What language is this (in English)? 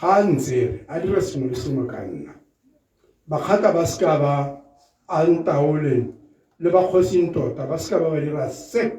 Tswana